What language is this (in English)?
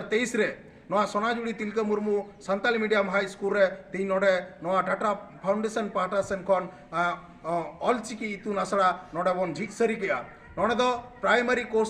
Santali